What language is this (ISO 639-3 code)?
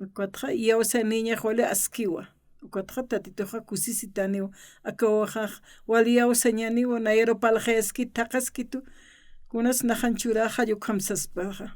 aym